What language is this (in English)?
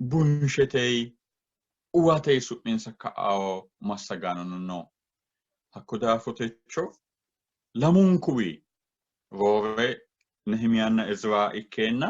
Sidamo